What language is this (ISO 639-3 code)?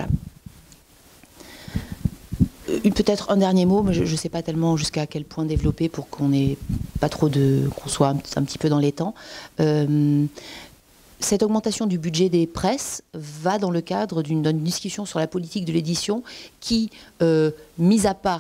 fra